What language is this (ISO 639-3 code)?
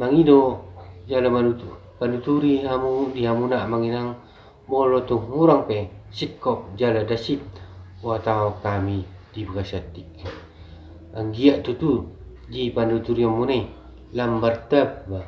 bbc